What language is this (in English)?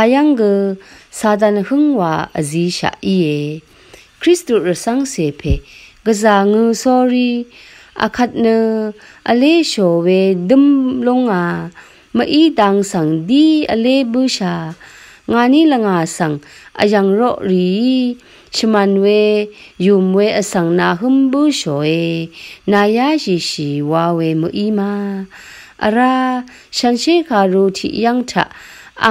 Rawang